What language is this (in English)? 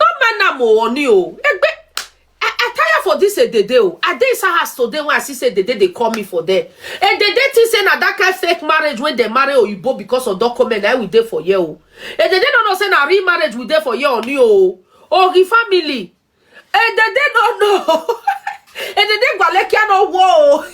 Nigerian Pidgin